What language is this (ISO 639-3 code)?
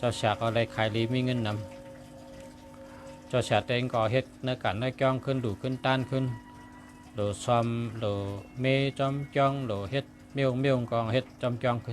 shn